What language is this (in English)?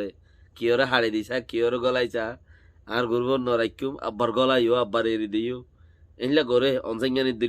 Rohingya